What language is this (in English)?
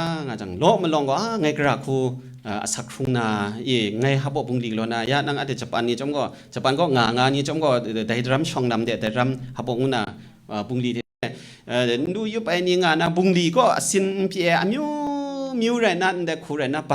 Kachin